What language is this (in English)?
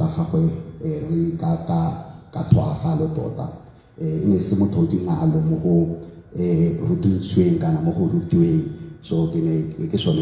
Tswana